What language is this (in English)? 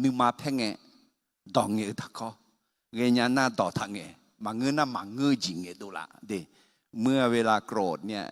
Akha